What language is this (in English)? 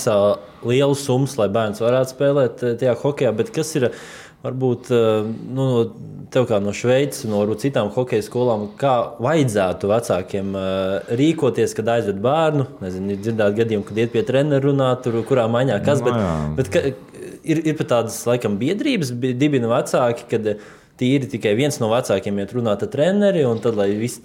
Latvian